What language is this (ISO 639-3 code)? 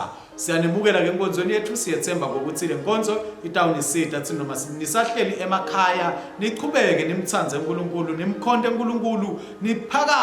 ssw